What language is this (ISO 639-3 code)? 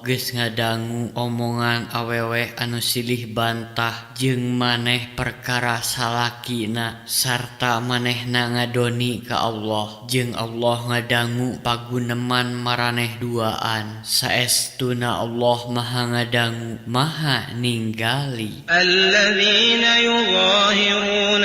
sun